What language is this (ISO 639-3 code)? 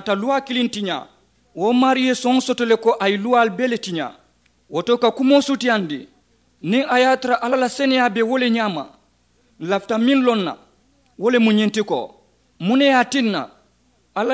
man